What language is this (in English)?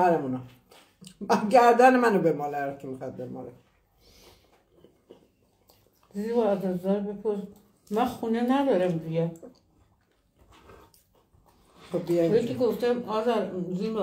Persian